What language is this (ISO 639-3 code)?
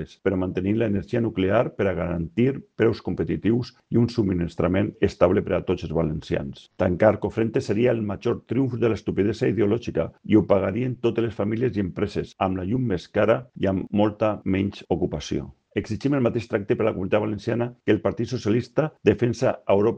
cat